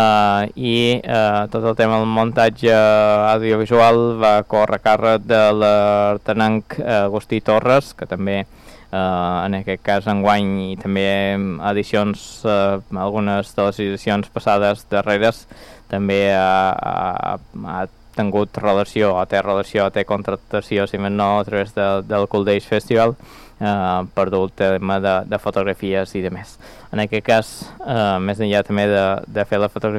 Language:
Catalan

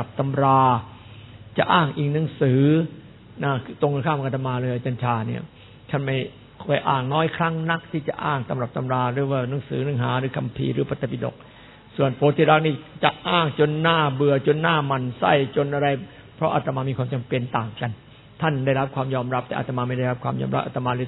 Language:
Thai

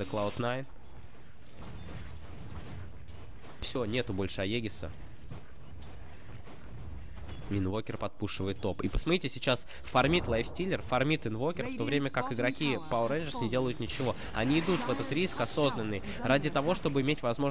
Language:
Russian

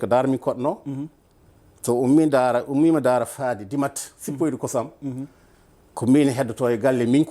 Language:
Fula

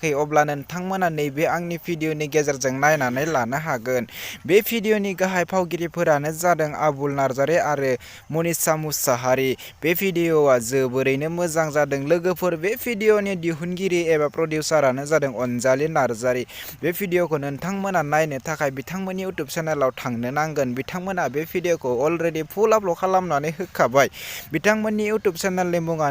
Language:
Bodo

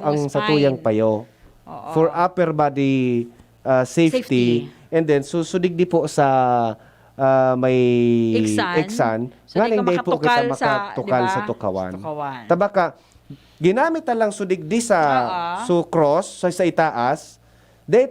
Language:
Bikol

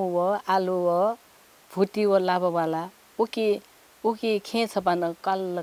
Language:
Newari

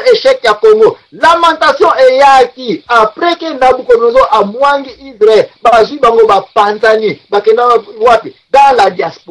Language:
Lingala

